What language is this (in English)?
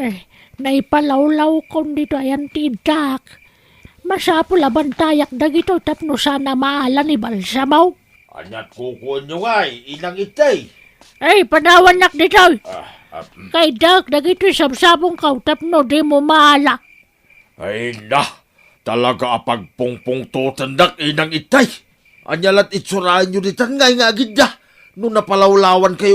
Iloko